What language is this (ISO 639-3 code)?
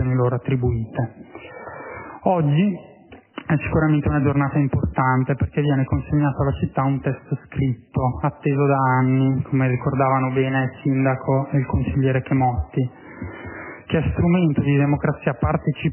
ita